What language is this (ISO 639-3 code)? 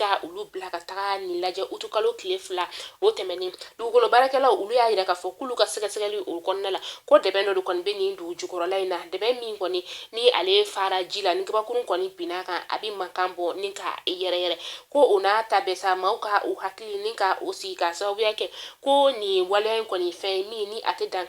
bam